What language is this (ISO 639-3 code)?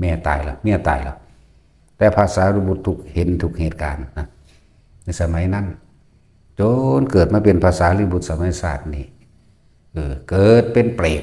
lao